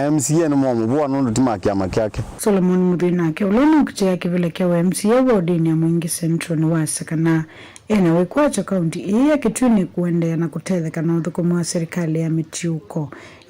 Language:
Kamba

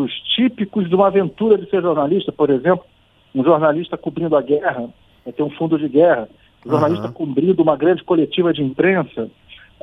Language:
Portuguese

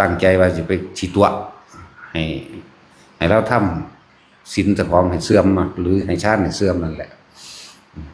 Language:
Northeastern Thai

